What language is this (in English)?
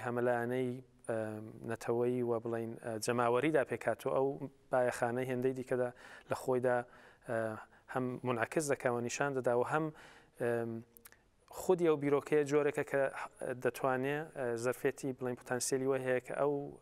Central Kurdish